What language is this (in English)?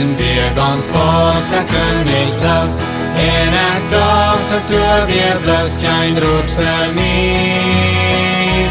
Plautdietsch